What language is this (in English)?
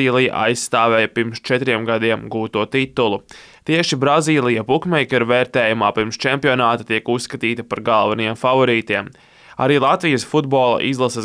Latvian